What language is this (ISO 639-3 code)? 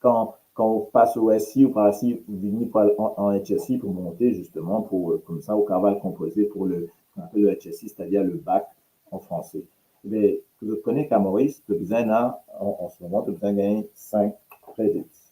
mfe